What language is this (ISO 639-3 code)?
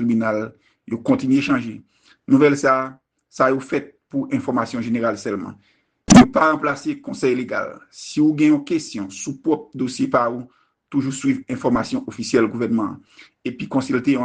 hat